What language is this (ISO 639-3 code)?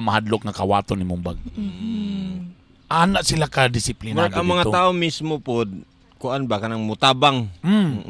ceb